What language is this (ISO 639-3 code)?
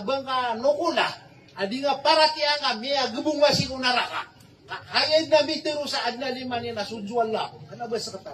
mrw